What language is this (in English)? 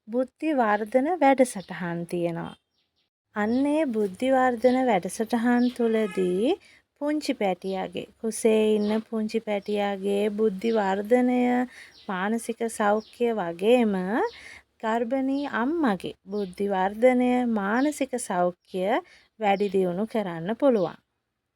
Sinhala